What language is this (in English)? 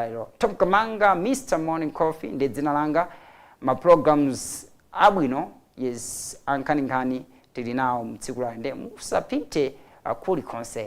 Nyanja